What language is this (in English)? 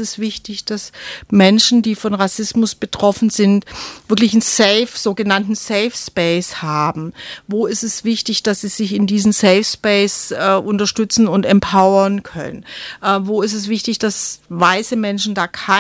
German